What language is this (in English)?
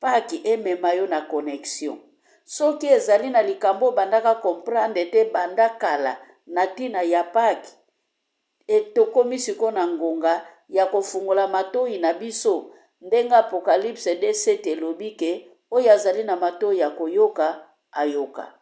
Lingala